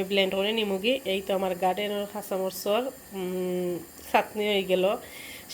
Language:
Sylheti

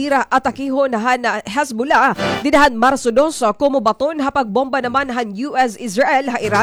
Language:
Waray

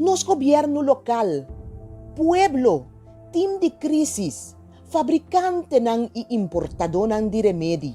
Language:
Papiamento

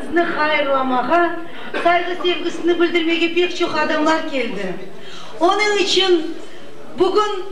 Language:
Crimean Tatar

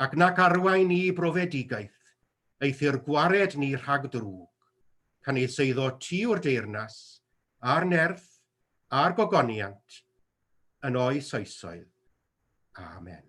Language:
Welsh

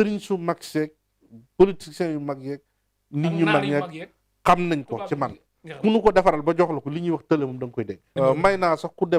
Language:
Wolof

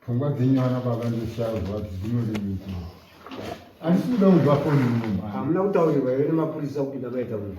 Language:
Shona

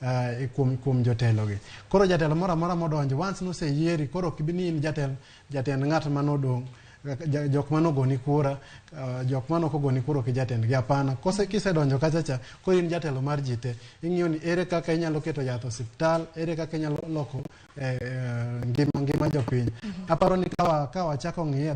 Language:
Luo (Kenya and Tanzania)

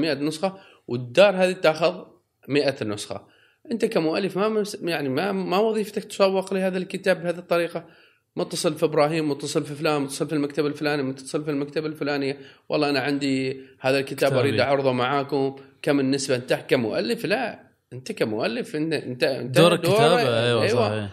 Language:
Gulf Arabic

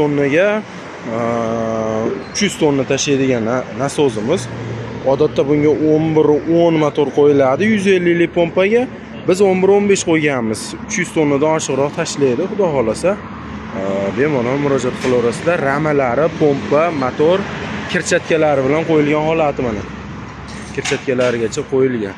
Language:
Uzbek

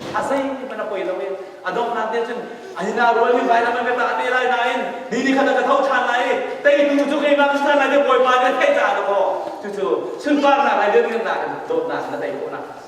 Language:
Hakha Chin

